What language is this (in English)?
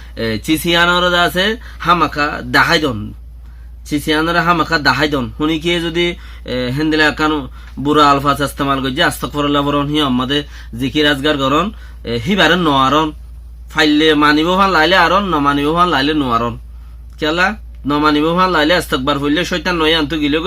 Rohingya